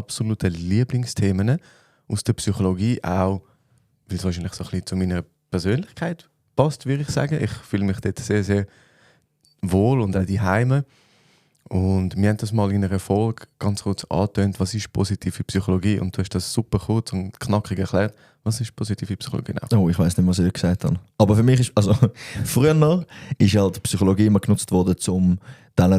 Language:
Swiss German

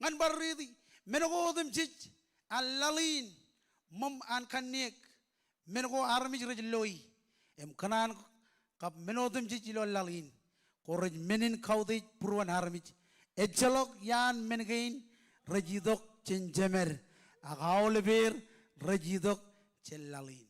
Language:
Marshallese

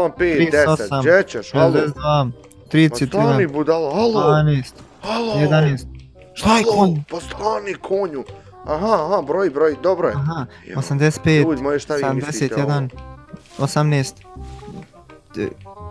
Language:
Bosnian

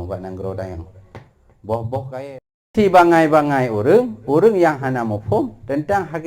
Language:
Achinese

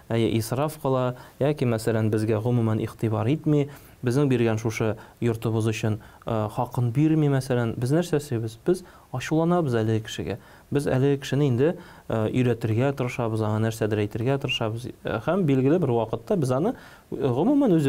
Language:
Tatar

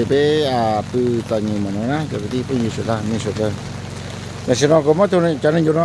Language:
Hmong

